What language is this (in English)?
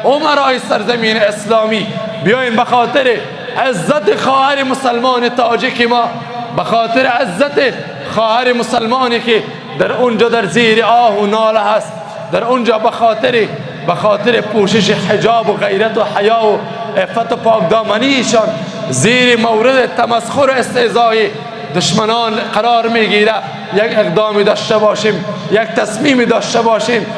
Persian